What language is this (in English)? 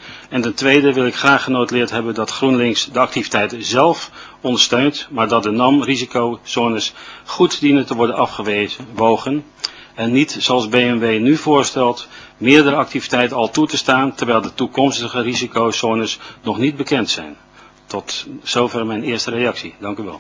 Dutch